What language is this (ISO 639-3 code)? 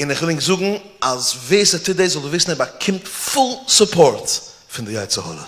yid